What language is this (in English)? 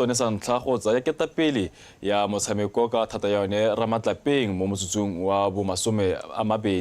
Tswana